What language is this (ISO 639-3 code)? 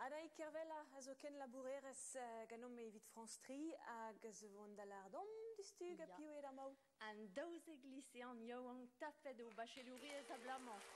bre